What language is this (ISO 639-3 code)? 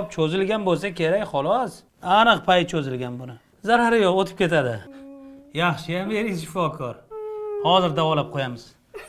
uzb